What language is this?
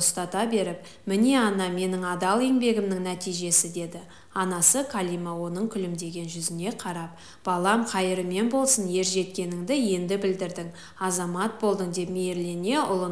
Kazakh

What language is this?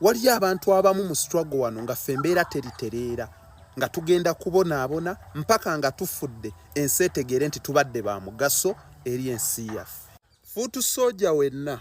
Ganda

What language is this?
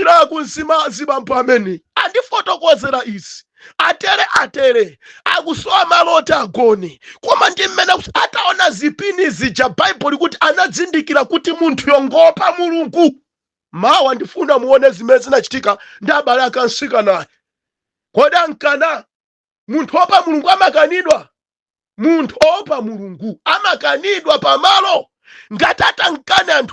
Nyanja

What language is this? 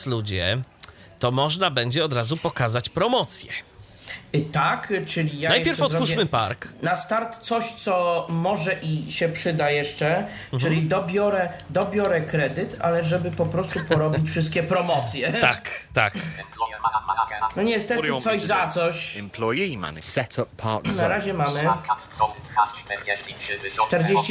Polish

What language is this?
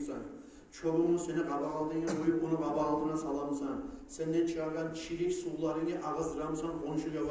Kumyk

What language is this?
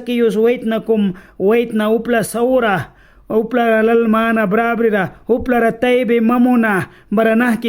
Mískito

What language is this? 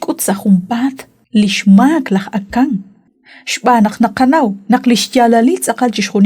Kekchí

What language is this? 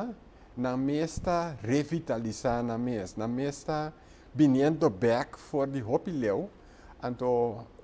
Papiamento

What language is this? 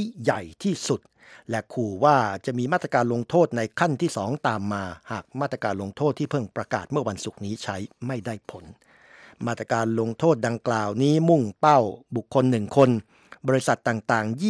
Thai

